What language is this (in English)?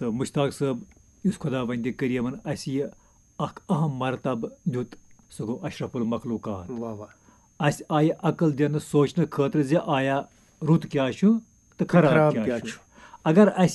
Kashmiri